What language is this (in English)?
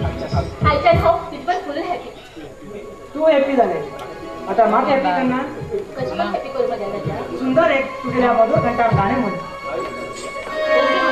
Konkani